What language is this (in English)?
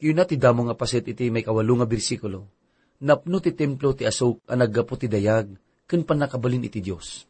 Iloko